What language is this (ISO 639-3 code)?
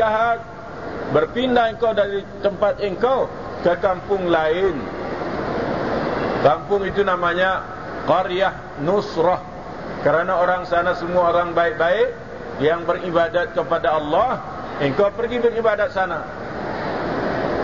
msa